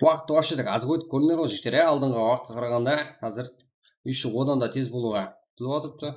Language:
Kara-Kalpak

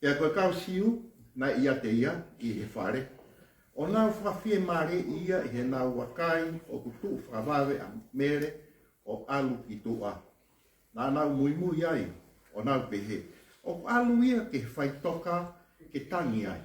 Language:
Tongan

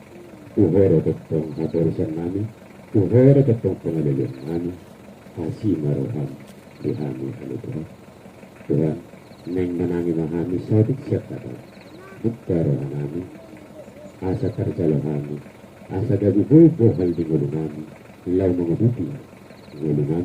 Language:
Batak Toba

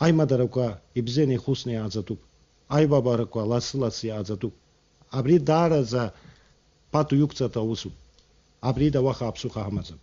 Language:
Abkhazian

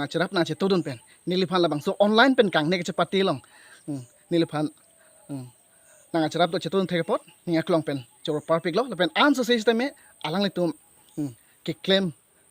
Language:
Karbi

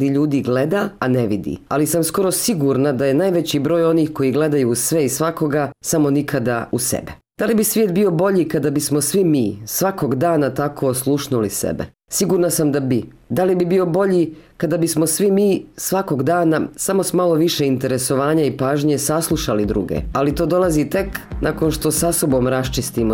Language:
Bosnian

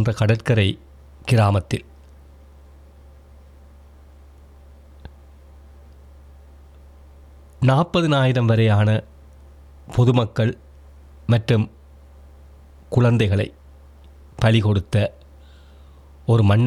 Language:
Tamil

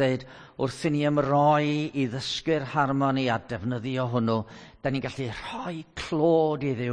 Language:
Welsh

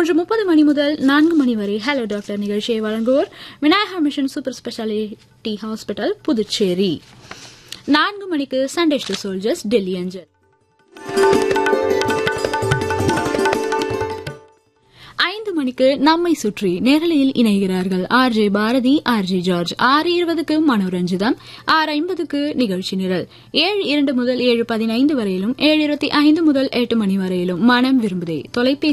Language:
Tamil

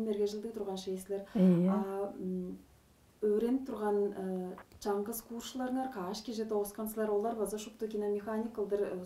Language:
Tuvinian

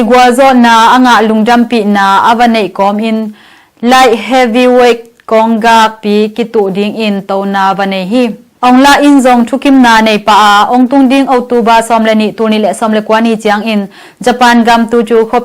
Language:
Tedim Chin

